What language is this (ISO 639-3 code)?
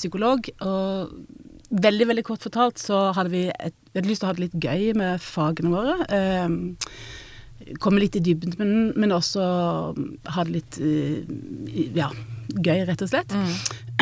nor